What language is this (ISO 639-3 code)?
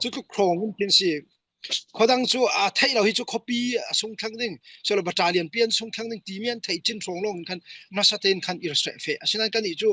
cfm